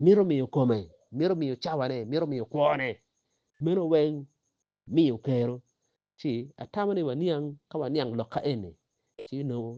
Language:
Acoli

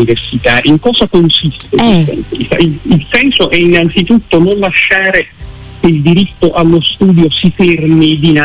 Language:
Italian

